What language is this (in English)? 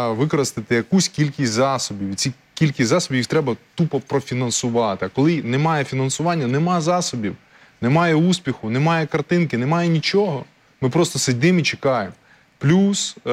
Ukrainian